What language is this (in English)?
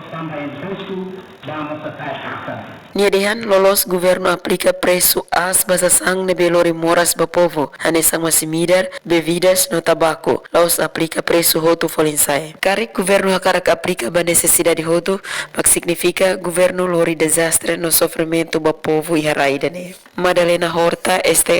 Tetum